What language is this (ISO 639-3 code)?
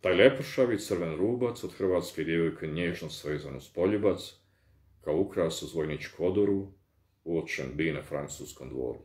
bos